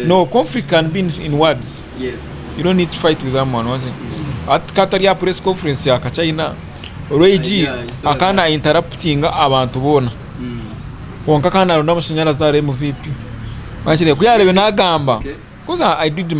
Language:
Nyankole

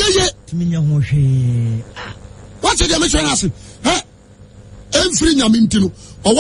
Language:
Akan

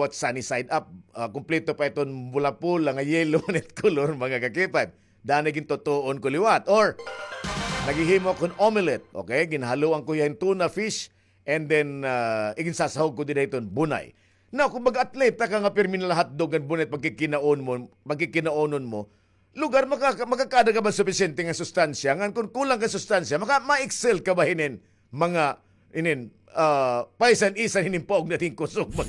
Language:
Waray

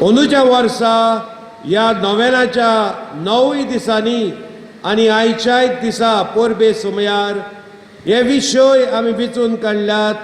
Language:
Konkani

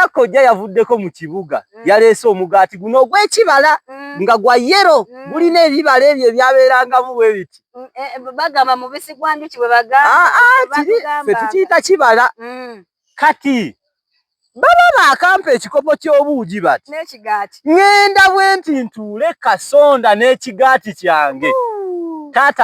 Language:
Ganda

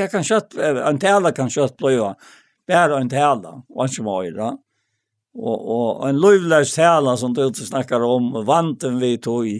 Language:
Faroese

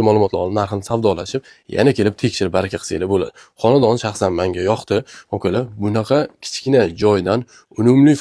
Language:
Uzbek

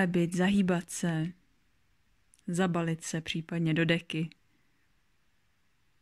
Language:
Czech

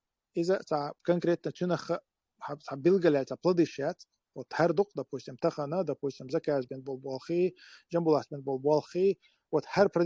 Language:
Chechen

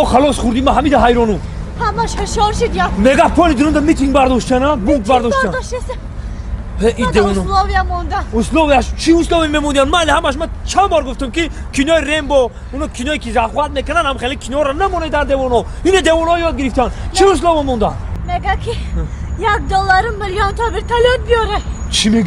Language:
Tajik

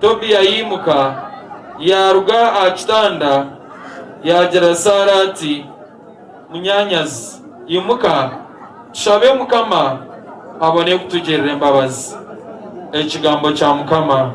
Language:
Nyankole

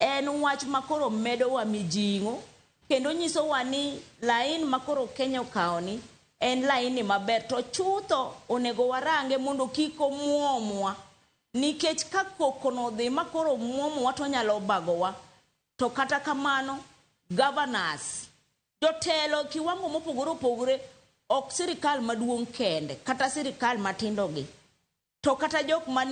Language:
Luo (Kenya and Tanzania)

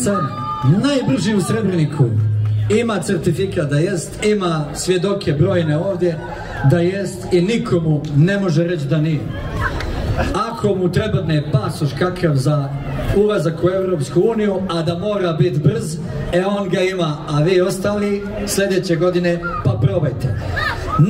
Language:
Bosnian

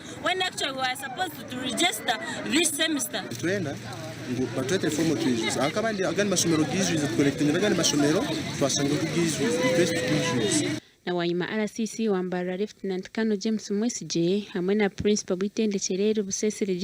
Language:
Nyankole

